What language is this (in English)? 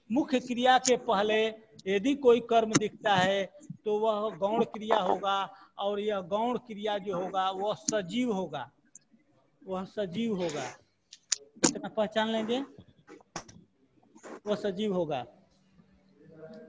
Hindi